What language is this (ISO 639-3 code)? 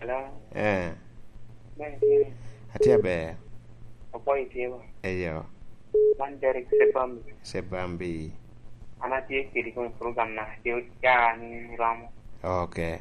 laj